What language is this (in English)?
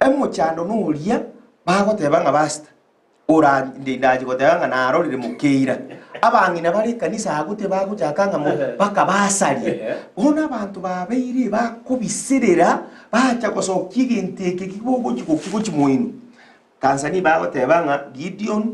Gusii